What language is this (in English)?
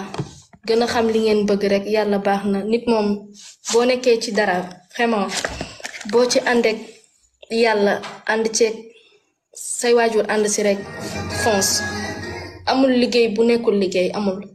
Wolof